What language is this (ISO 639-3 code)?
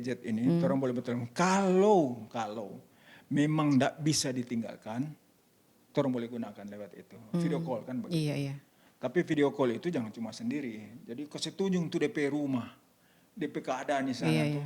xmm